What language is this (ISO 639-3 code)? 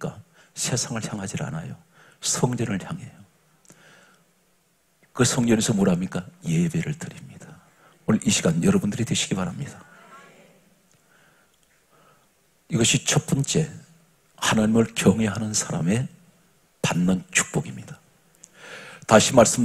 kor